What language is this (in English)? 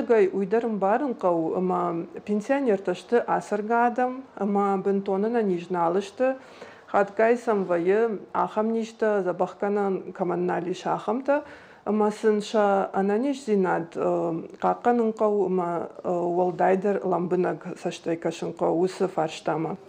Ossetic